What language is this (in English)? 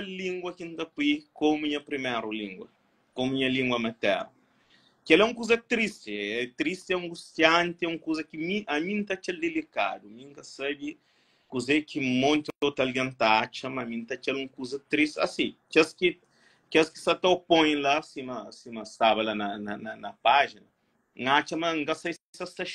Kabuverdianu